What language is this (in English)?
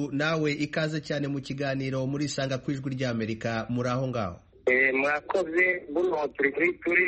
Kinyarwanda